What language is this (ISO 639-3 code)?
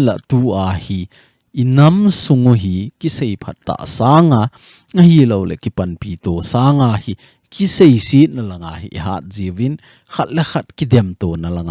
tcz